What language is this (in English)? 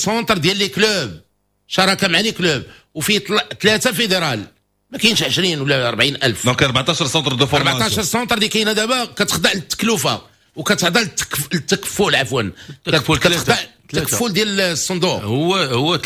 Moroccan Arabic